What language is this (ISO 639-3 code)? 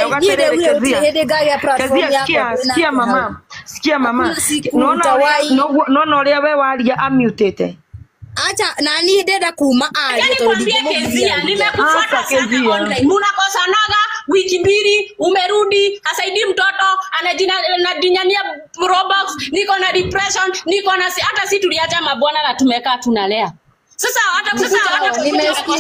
kik